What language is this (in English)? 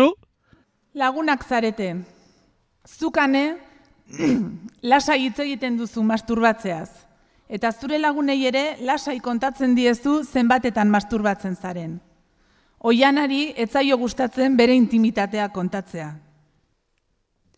Basque